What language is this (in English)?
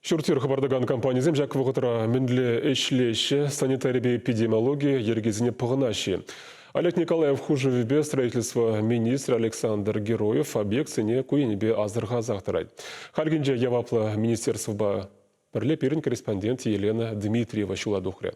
Chuvash